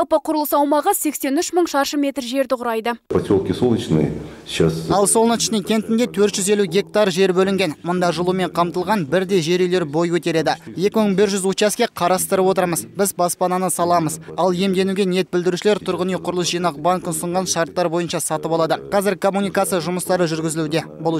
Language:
Kazakh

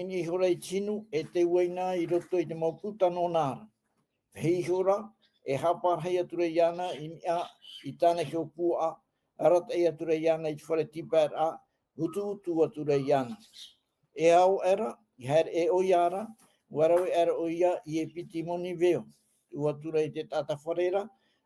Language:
Tahitian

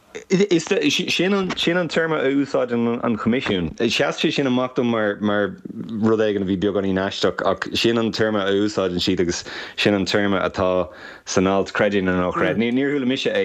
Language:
Irish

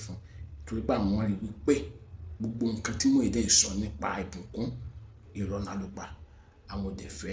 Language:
Yoruba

